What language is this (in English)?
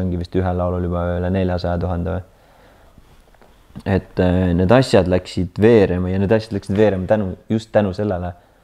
Estonian